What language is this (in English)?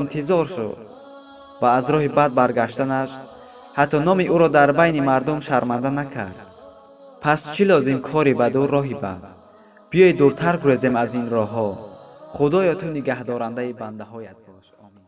Tajik